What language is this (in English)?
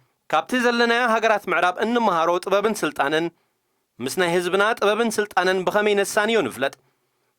Tigrinya